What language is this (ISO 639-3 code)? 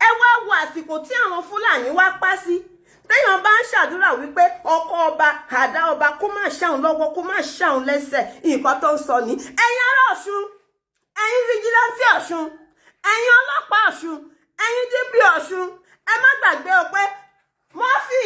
yor